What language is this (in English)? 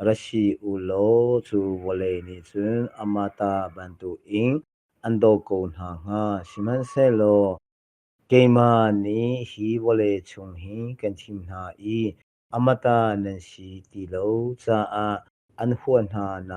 Hakha Chin